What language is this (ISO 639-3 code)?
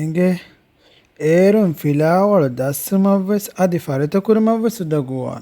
div